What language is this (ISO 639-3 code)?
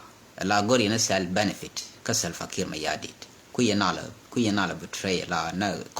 nus